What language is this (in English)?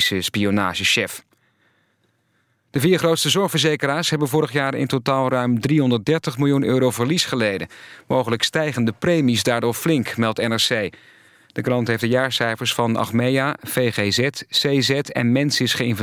Dutch